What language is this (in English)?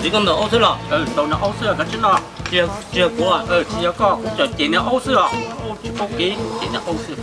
Hmong